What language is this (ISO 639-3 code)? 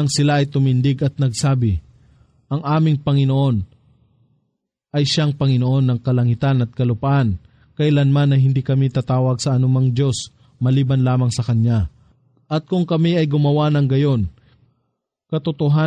fil